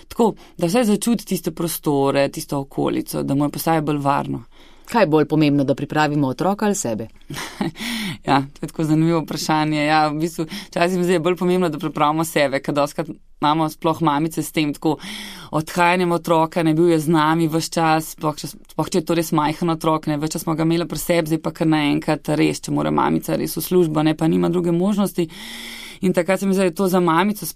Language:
Slovenian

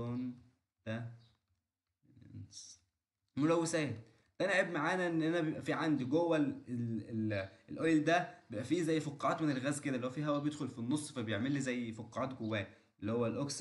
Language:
Egyptian Arabic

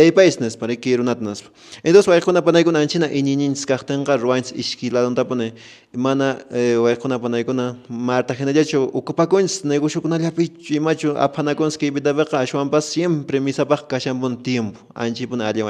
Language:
Quechua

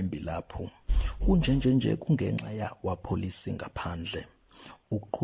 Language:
Zulu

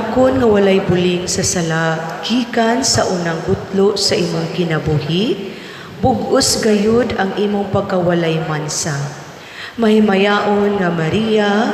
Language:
Cebuano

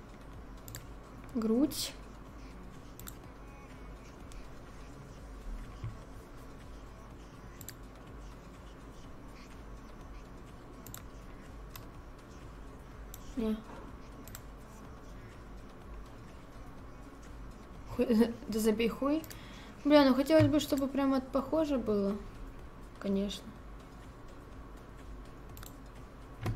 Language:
Russian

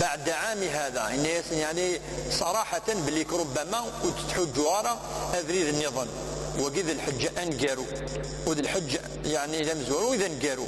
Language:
Kabyle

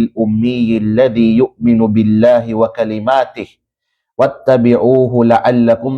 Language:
Kalagan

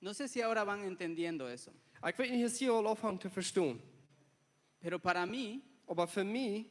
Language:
Plautdietsch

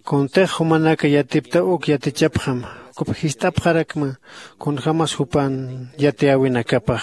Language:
Aymara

